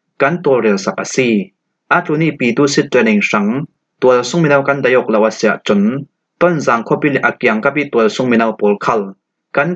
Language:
Falam Chin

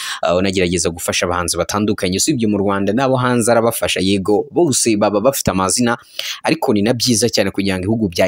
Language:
Kinyarwanda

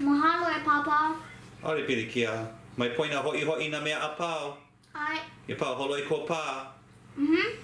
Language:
Hawaiian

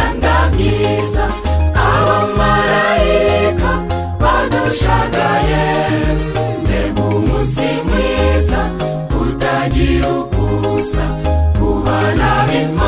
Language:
Kinyarwanda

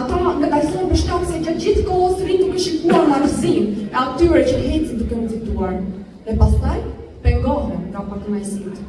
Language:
Albanian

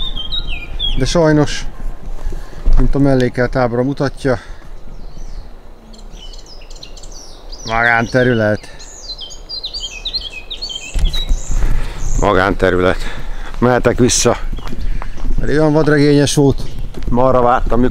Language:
Hungarian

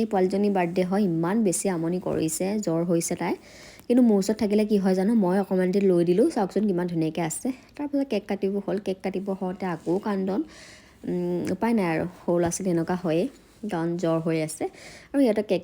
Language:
Assamese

